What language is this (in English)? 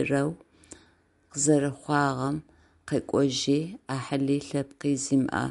Adyghe